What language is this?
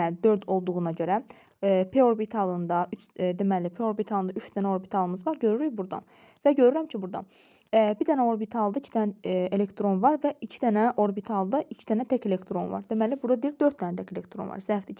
Azerbaijani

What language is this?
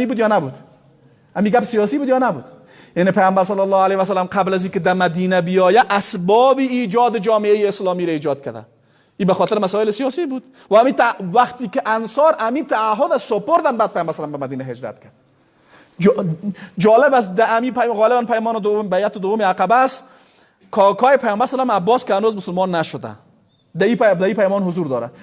Persian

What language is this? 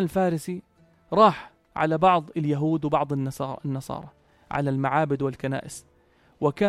North Levantine Arabic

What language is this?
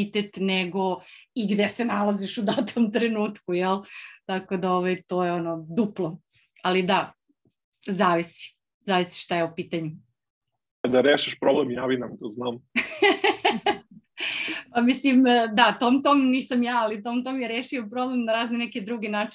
Serbian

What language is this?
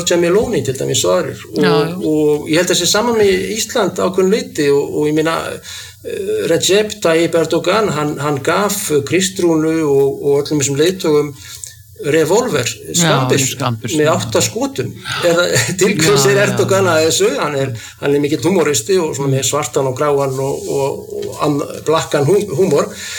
Icelandic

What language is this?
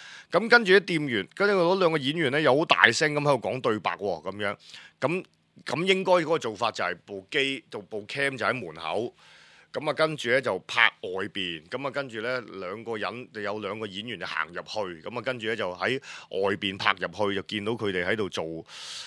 Cantonese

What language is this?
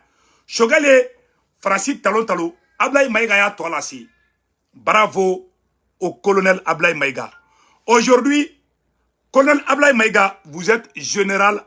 Bambara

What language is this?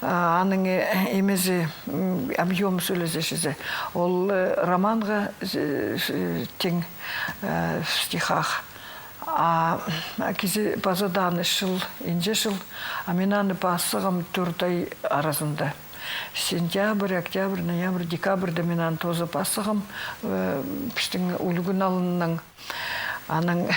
Khakas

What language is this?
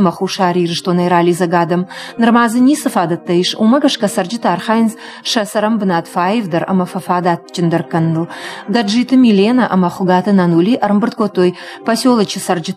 Ossetic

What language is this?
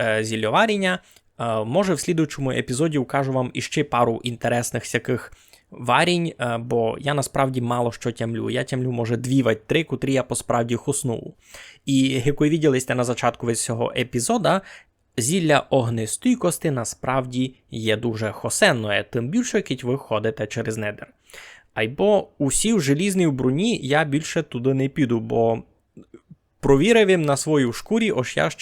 Rusyn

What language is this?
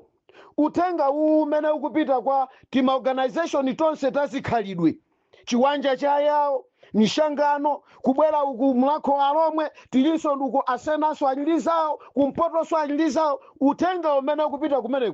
Nyanja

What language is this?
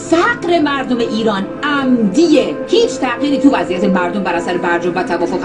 Persian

